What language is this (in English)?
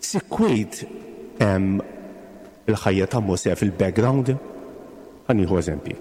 Maltese